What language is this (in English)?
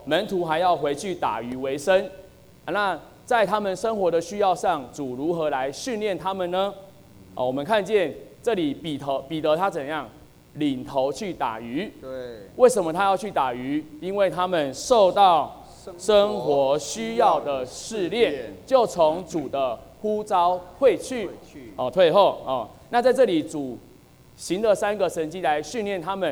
Chinese